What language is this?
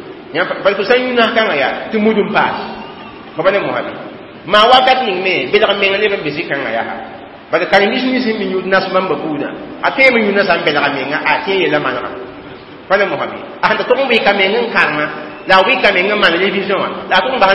Mossi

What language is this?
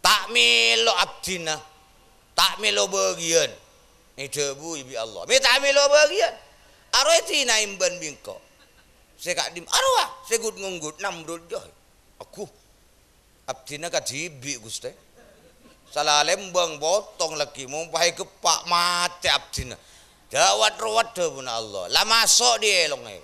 Madurese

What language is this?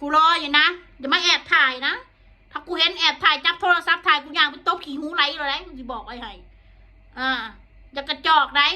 Northeastern Thai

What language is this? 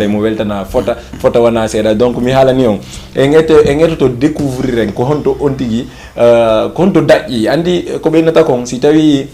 Fula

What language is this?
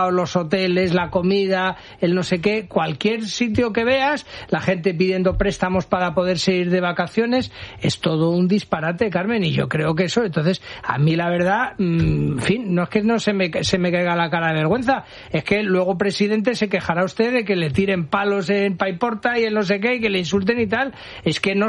Spanish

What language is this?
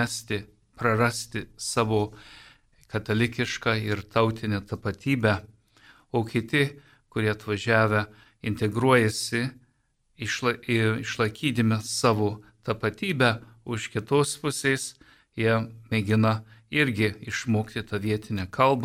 Lithuanian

